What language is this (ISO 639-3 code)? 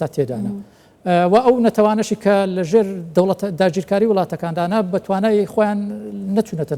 ckb